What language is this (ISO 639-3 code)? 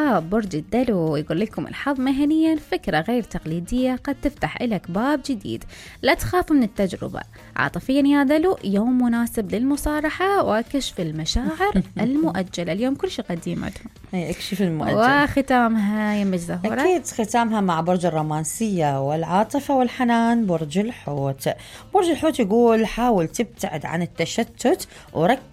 acm